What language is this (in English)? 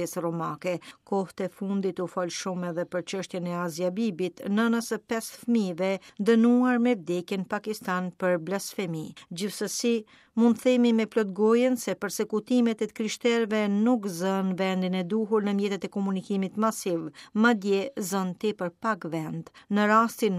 Albanian